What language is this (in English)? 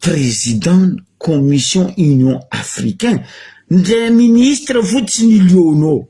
Malagasy